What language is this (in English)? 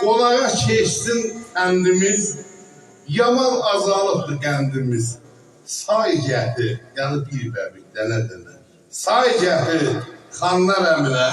South Azerbaijani